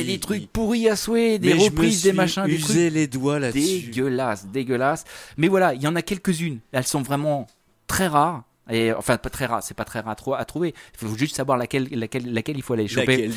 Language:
French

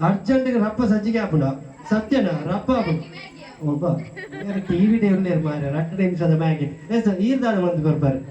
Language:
Tulu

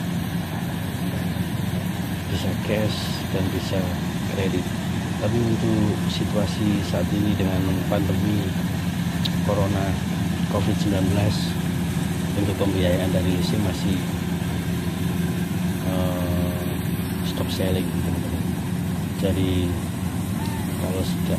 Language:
Indonesian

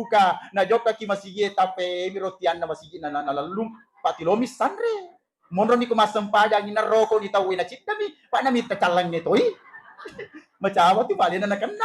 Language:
Buginese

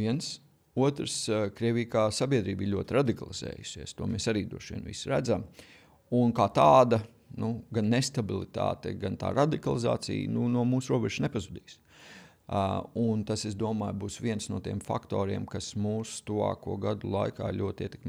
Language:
Latvian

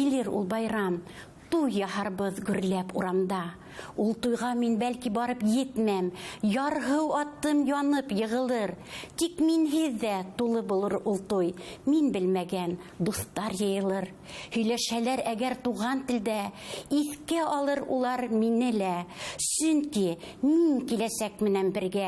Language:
Bashkir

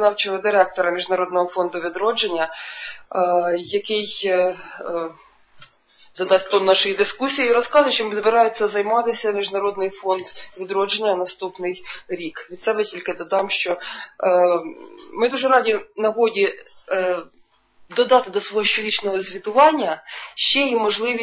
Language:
Ukrainian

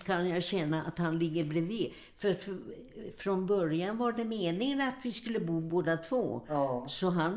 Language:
Swedish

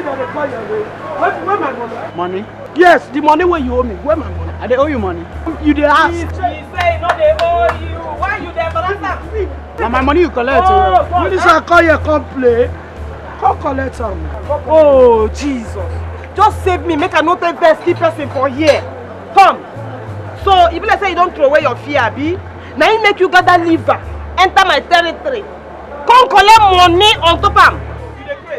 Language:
Nigerian Pidgin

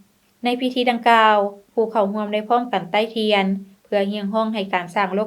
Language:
Lao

